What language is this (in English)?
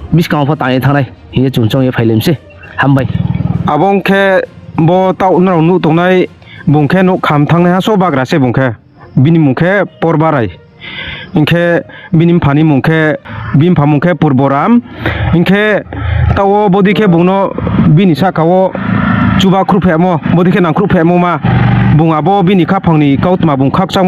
Riang (India)